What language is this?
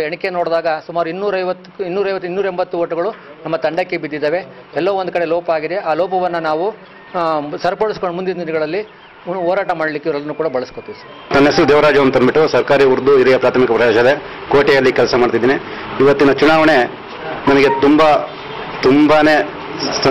Kannada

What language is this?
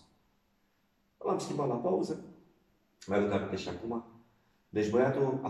Romanian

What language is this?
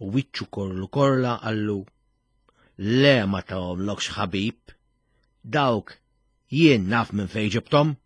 Maltese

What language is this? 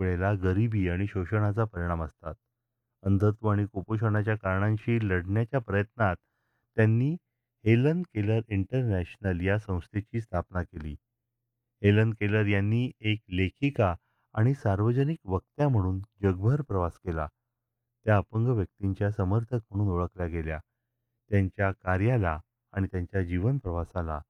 Marathi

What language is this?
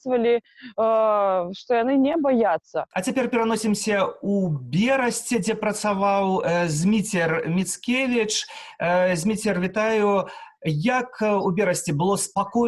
Belarusian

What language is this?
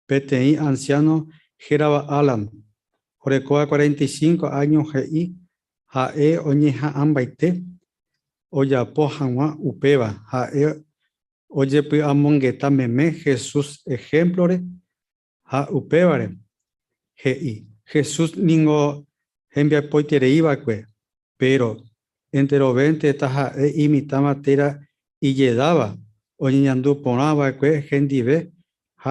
Guarani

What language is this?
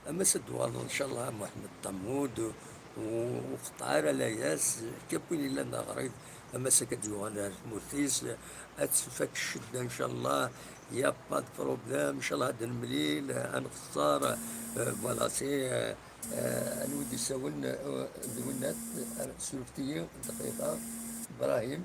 Kabyle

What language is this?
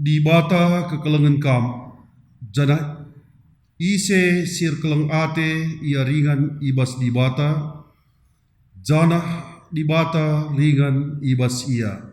Batak Karo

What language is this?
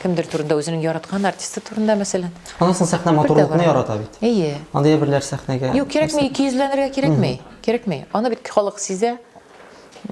Tatar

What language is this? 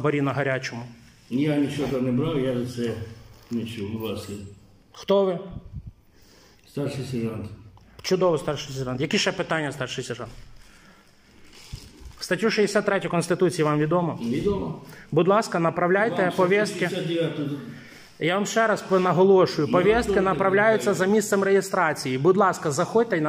Ukrainian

